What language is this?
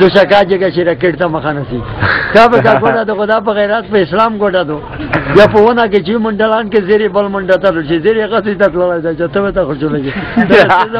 Pashto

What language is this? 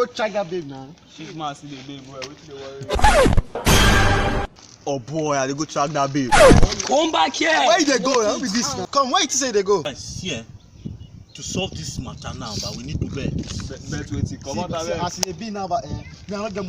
Nigerian Pidgin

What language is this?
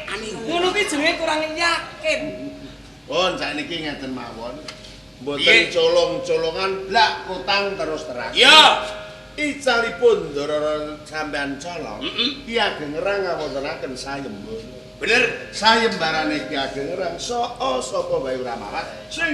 Javanese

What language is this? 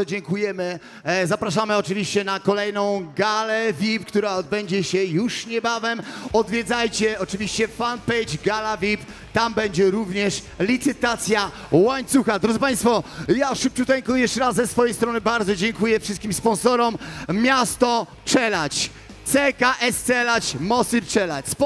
Polish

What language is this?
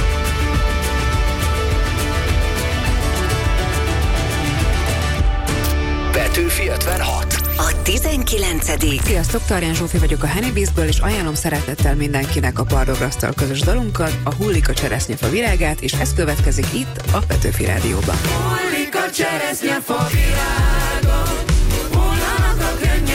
Hungarian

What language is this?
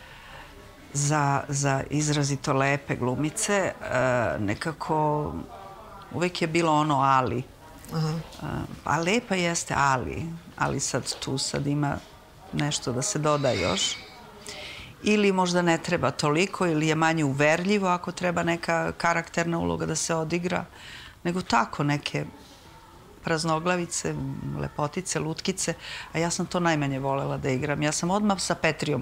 Serbian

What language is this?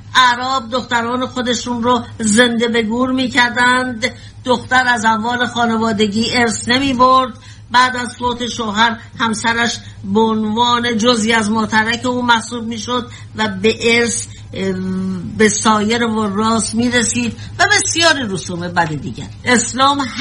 Persian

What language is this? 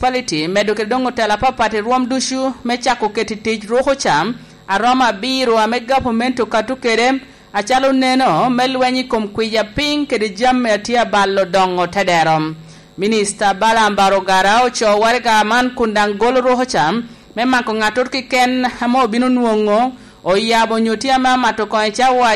Lango (Uganda)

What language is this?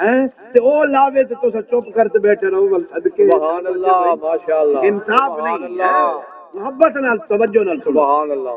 Saraiki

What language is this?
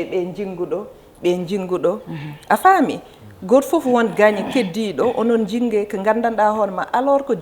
Fula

